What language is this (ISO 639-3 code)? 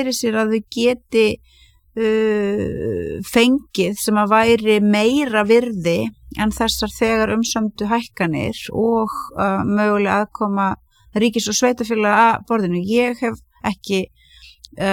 isl